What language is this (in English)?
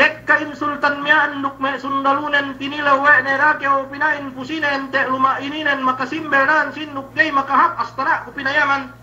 Yakan